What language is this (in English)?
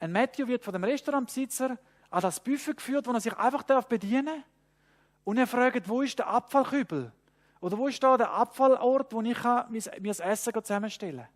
Swiss German